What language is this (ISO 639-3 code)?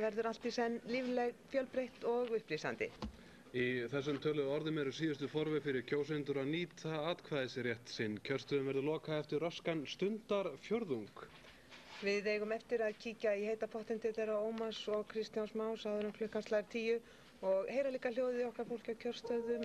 isl